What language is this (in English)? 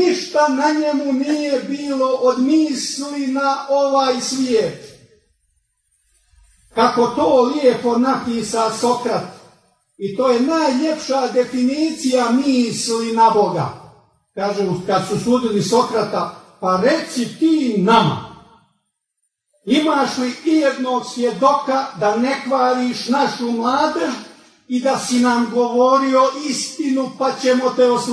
Croatian